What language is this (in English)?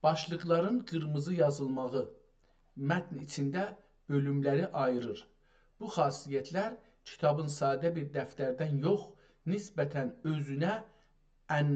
South Azerbaijani